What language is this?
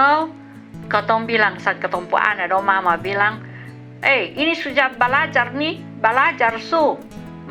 Kupang Malay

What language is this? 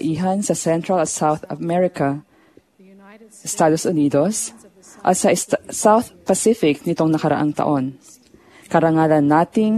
Filipino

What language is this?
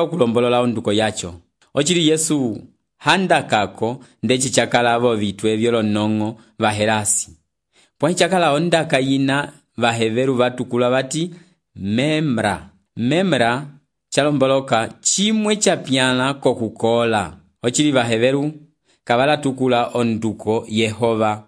Umbundu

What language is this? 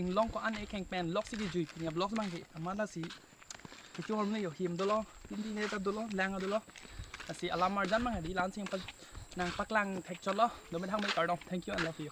Karbi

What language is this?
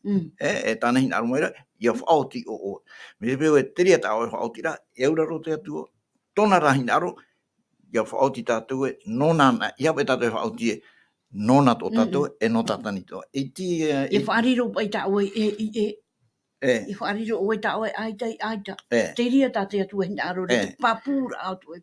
Tahitian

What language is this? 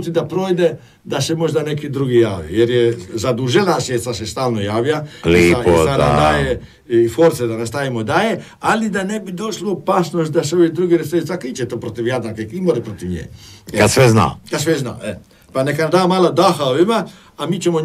Croatian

